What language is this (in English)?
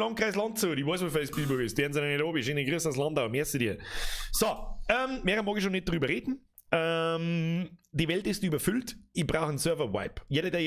Bavarian